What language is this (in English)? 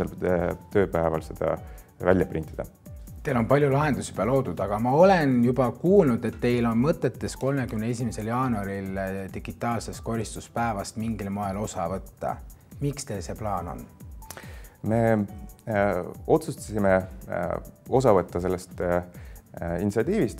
Estonian